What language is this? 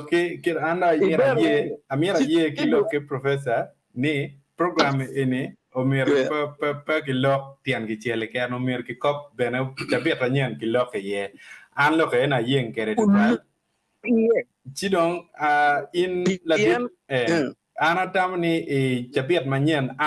Acoli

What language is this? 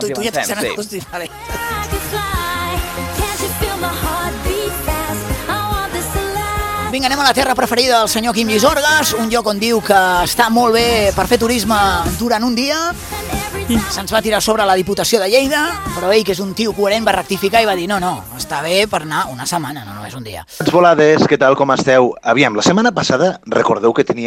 Catalan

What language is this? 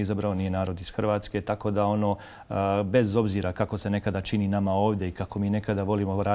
Croatian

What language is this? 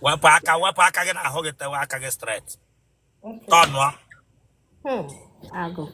Igbo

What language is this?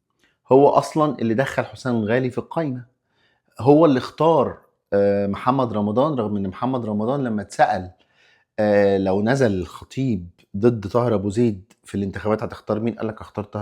Egyptian Arabic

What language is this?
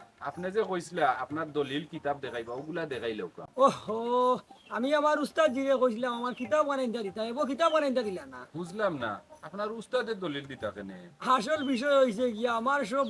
Sylheti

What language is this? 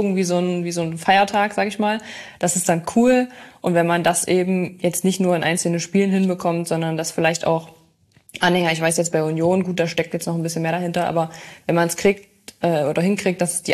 German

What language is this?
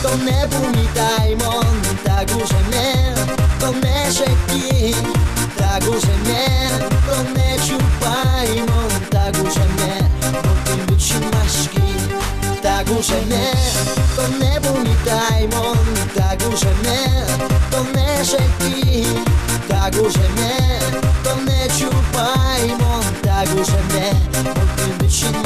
Udmurt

